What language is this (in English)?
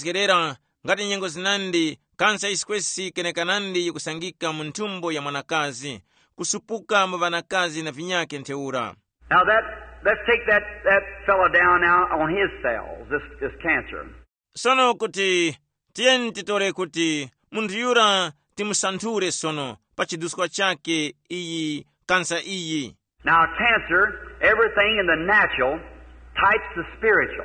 Tumbuka